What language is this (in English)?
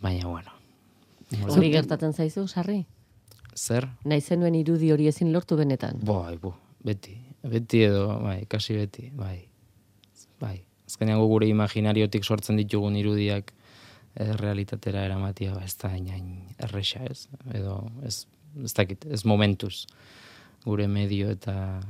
Basque